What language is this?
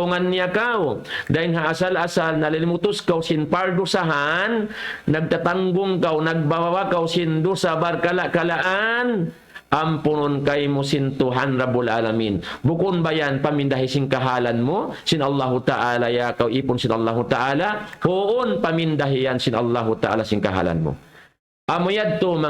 Tausug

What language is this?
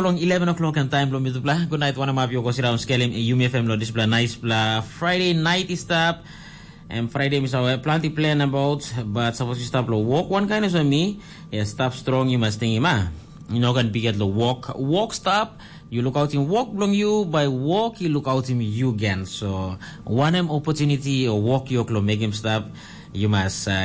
Tok Pisin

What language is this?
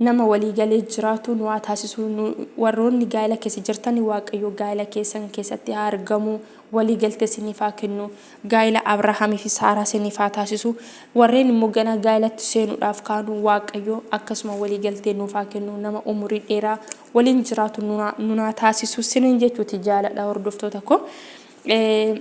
Oromo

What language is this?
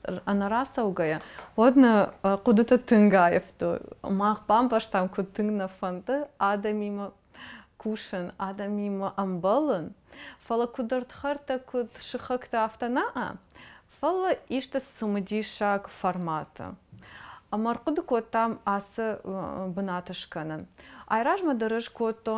Ossetic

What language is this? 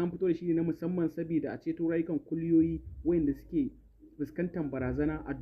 Hausa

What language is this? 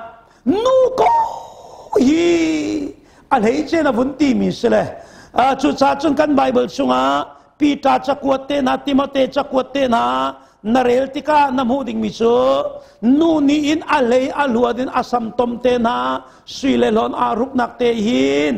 Hakha Chin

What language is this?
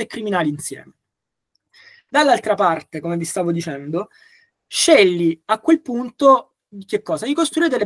Italian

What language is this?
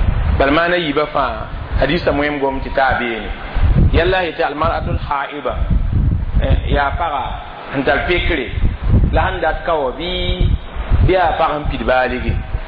Mossi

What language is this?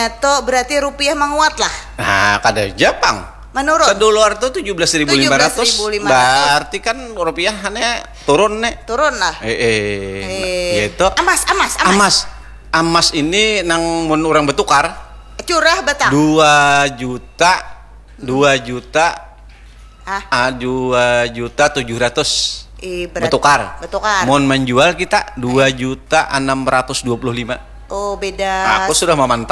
Banjar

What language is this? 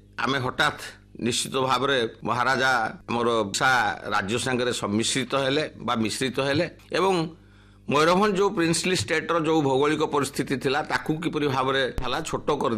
Odia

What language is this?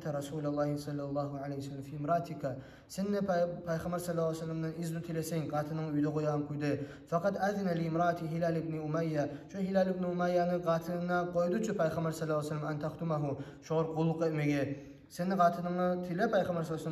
Kumyk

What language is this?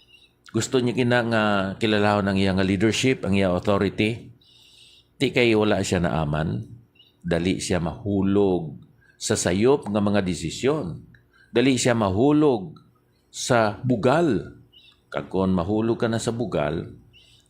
Hiligaynon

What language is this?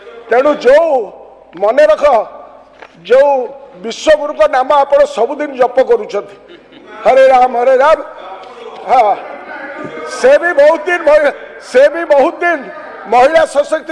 Odia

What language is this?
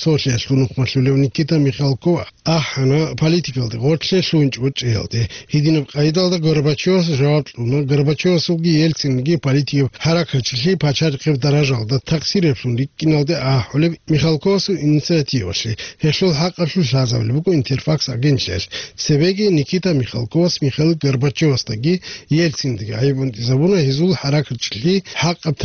Avaric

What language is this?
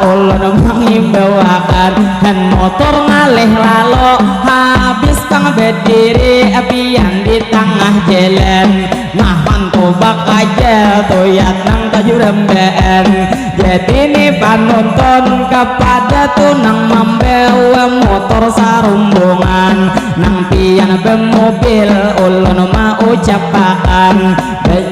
Banjar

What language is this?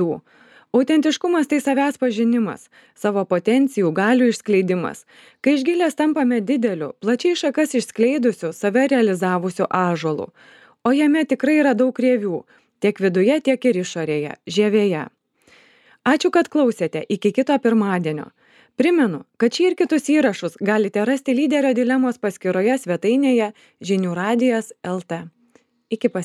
Lithuanian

